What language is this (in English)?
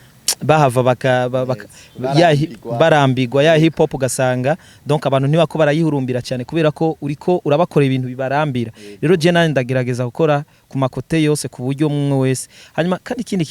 Rundi